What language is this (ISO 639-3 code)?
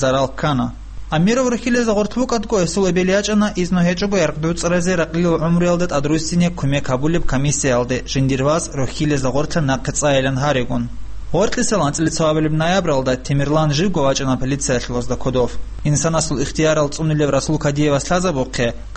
ava